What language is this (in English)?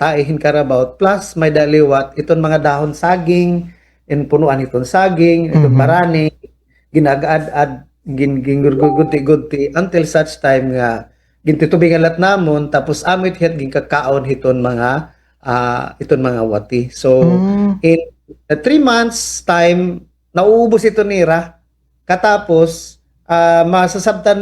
Waray